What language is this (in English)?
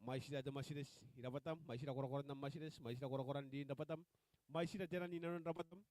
Gilbertese